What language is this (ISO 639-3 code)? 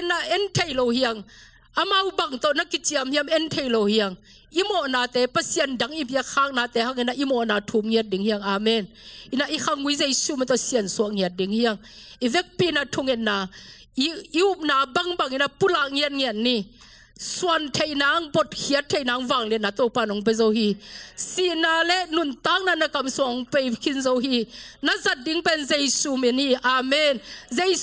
ctd